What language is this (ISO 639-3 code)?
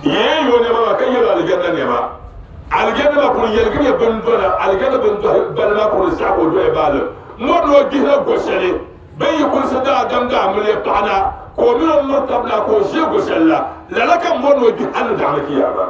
dag